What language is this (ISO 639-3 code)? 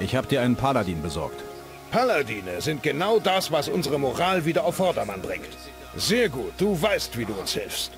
bar